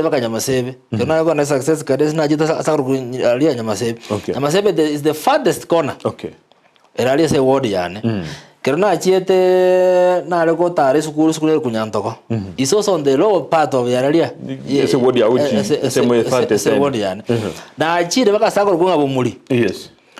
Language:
Gusii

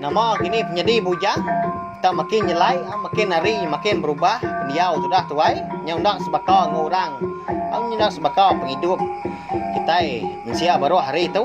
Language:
Iban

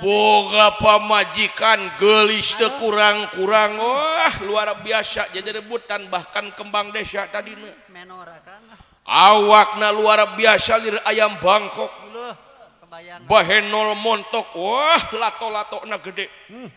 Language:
Sundanese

